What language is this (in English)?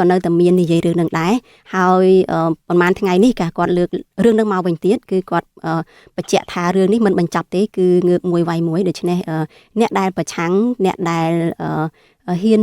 Khmer